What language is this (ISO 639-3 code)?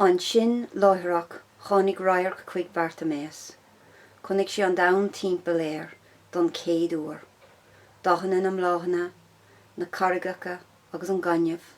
gle